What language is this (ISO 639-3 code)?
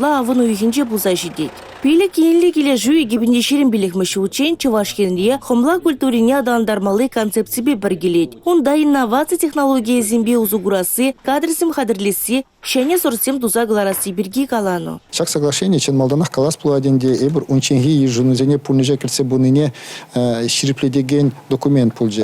chv